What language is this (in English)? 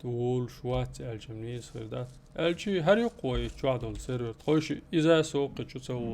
Chechen